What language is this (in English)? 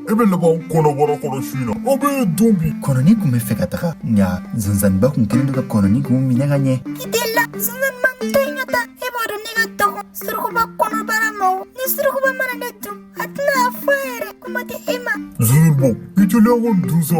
Bambara